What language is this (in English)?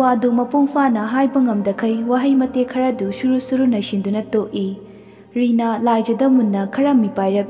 Manipuri